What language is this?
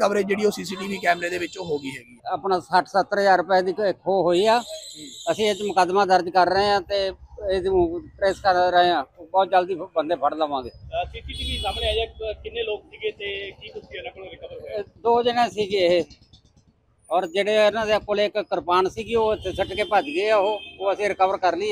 Punjabi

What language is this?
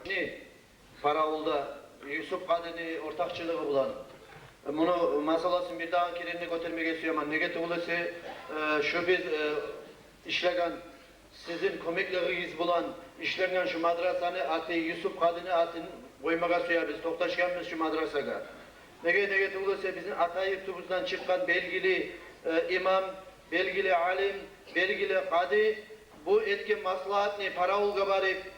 Kumyk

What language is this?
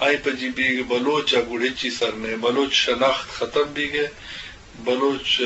Eastern Balochi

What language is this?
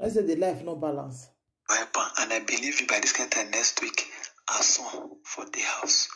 Nigerian Pidgin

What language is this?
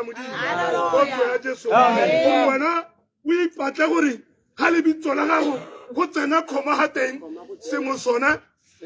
Tswana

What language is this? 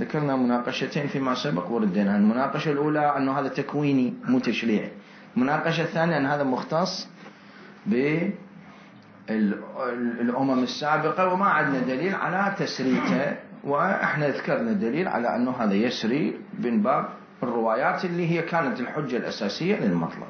Mesopotamian Arabic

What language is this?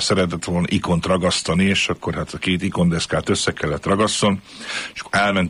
Hungarian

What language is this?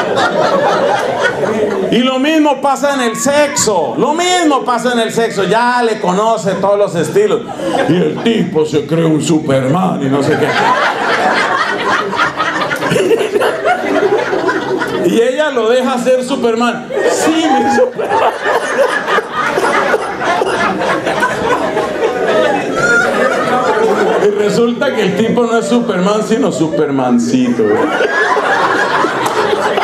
Spanish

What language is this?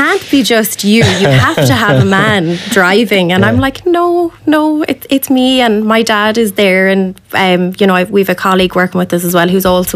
English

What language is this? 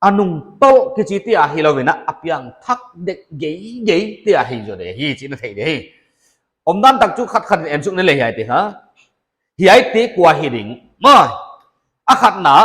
Paite Chin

